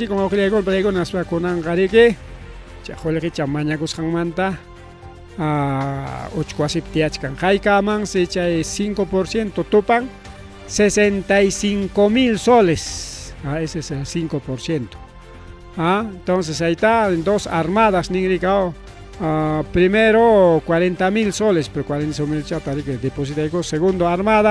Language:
Ayacucho Quechua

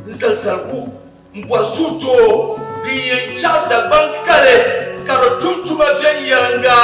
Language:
Dagbani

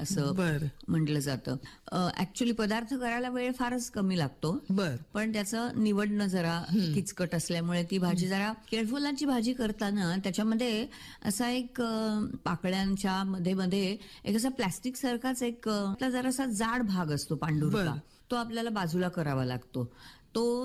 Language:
Marathi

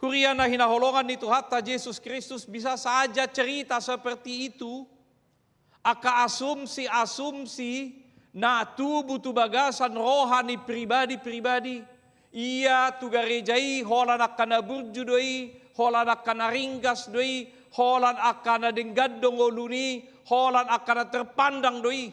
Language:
Batak Toba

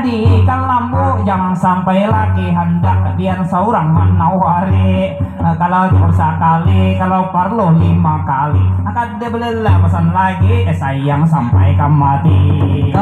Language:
Banjar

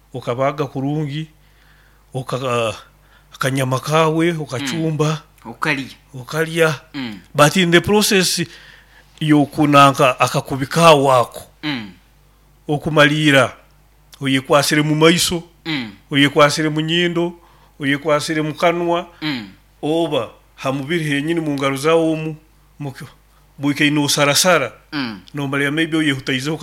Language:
Nyoro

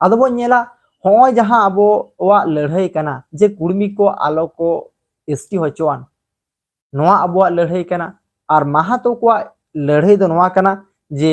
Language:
Santali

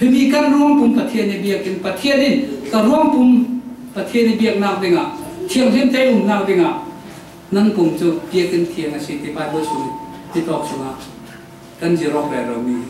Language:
Falam Chin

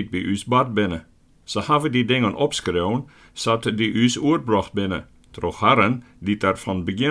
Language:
Western Frisian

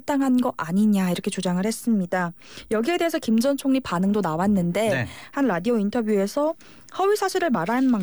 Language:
Korean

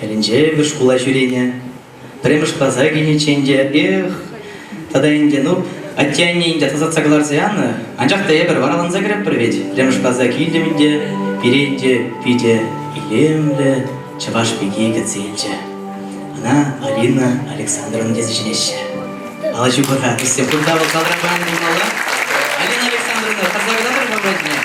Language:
Chuvash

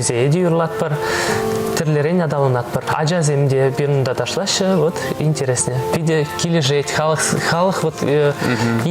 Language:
Chuvash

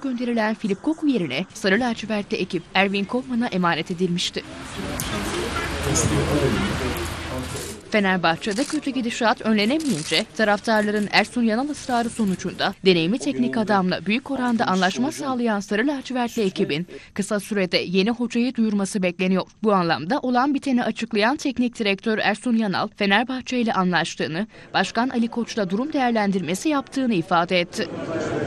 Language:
Turkish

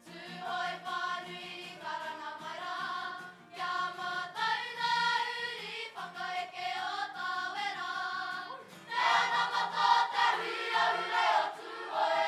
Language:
Māori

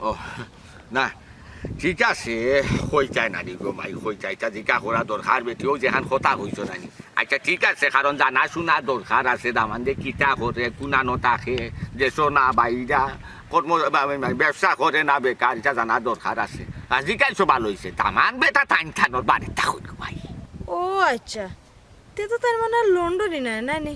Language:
Sylheti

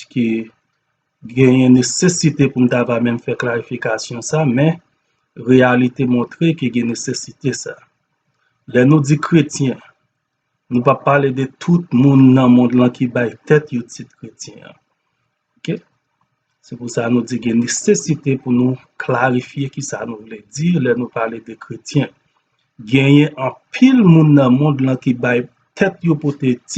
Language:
Haitian Creole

